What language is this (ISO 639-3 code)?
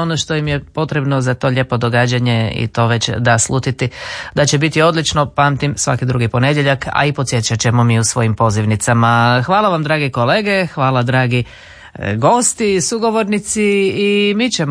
hrv